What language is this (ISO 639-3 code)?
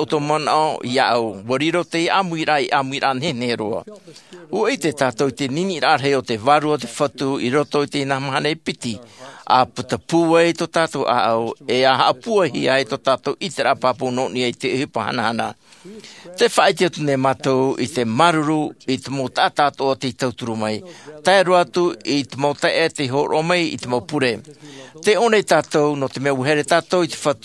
tah